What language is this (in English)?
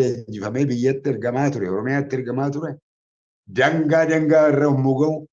Oromo